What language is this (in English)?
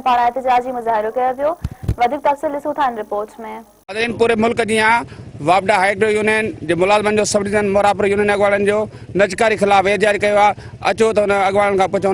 Sindhi